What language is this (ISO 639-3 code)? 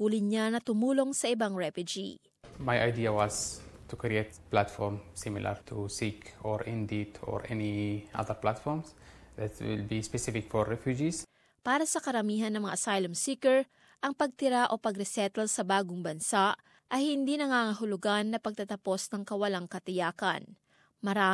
fil